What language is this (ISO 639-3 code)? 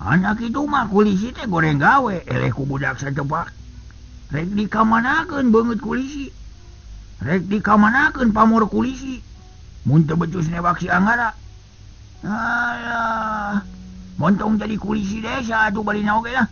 sun